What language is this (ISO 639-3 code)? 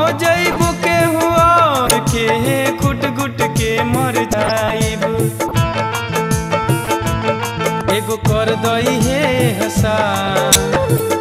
bho